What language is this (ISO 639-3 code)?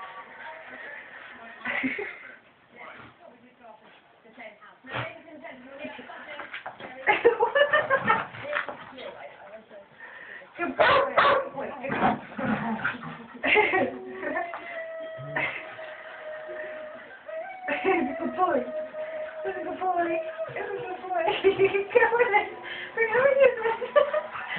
eng